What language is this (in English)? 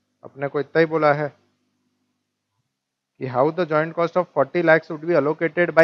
Hindi